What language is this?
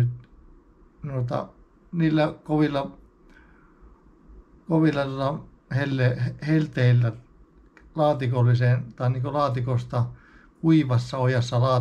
Finnish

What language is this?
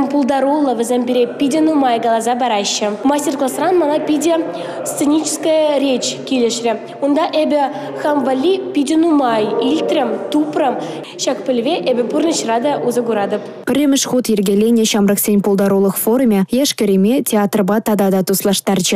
Chuvash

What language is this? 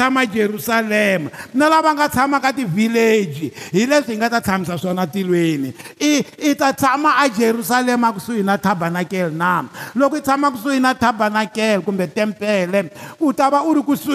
Tsonga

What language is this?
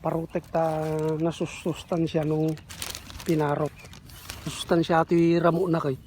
Iloko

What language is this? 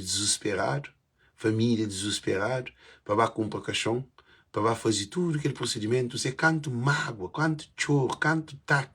Kabuverdianu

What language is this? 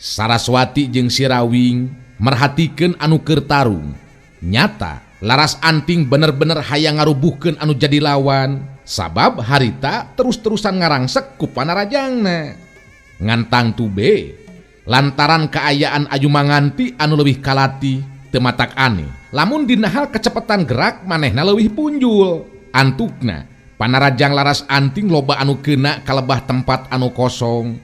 Sundanese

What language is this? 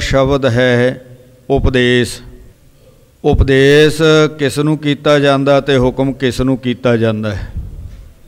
Punjabi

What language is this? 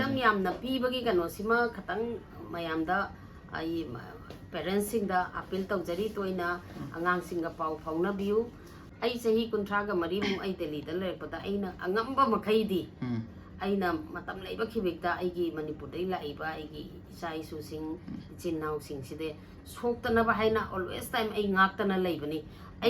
Manipuri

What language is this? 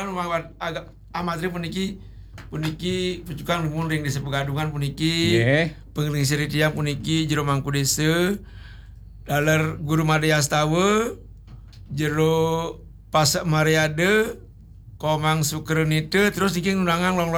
Balinese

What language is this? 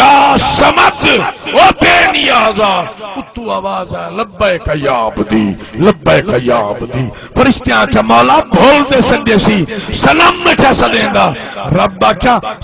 Saraiki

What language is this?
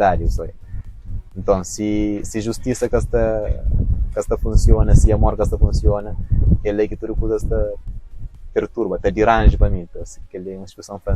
Kabuverdianu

